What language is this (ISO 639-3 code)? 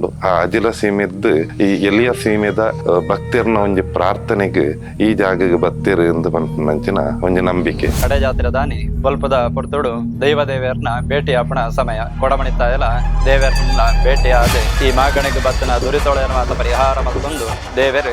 tcy